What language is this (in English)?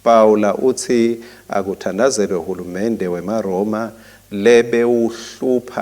Swati